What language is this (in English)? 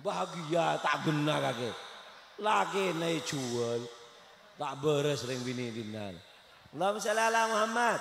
Madurese